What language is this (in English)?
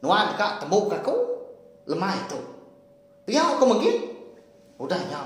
Iban